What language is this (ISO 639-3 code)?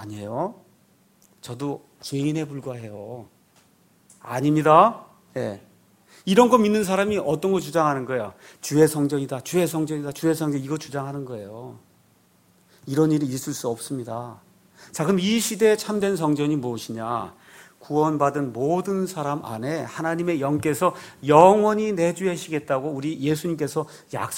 kor